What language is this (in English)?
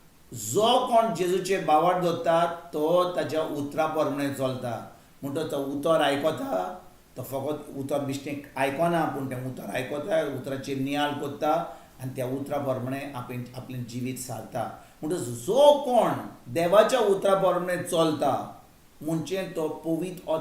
Konkani